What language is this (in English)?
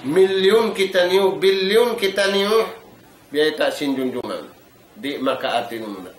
Tausug